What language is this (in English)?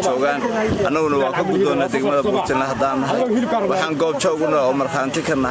Somali